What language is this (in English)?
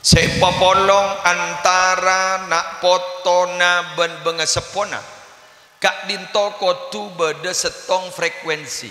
Madurese